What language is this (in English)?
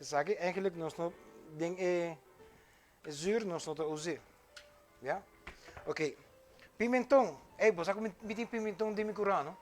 Papiamento